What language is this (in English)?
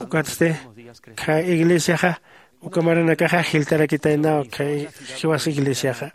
Aymara